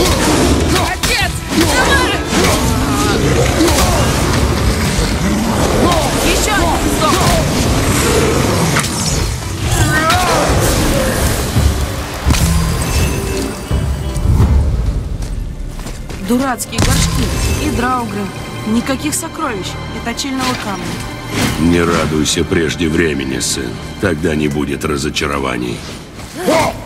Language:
Russian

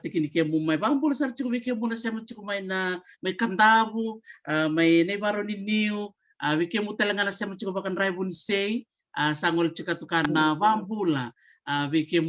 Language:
Fijian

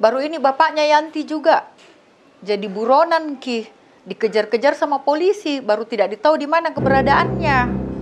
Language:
Makassar Malay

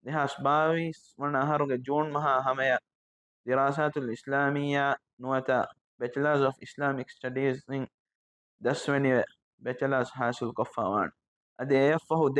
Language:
Divehi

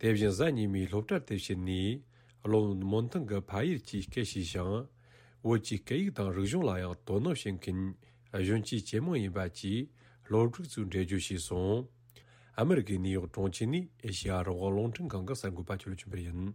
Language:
Tibetan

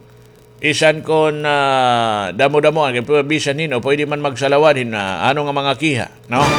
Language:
Waray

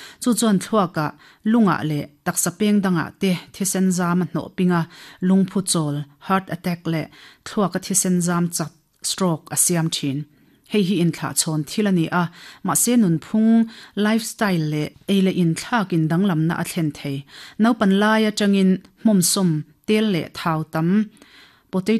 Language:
Mizo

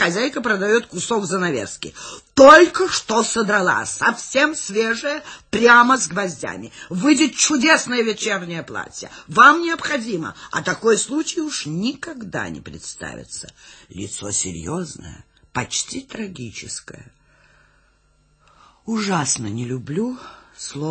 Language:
Russian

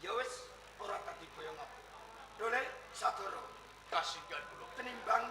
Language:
Javanese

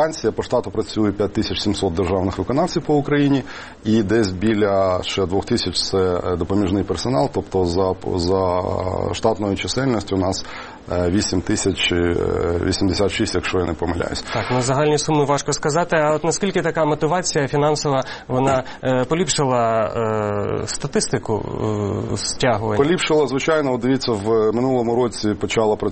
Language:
Ukrainian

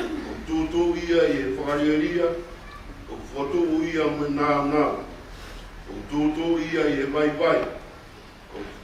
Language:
Tongan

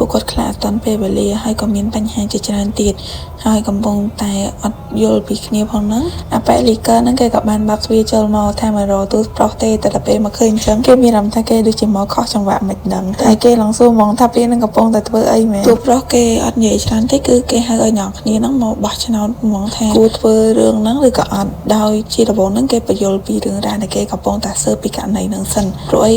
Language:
Khmer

